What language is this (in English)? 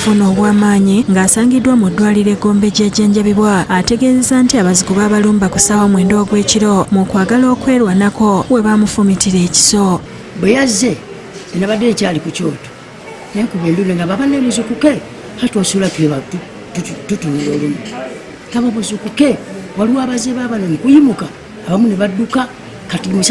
Ganda